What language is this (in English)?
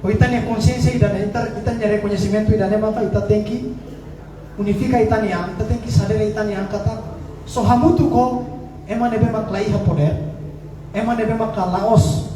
Tetum